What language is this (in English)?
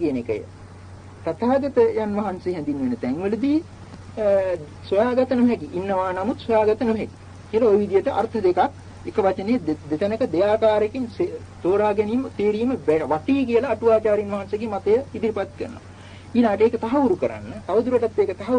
Sinhala